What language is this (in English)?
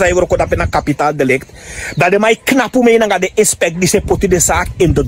Sranan Tongo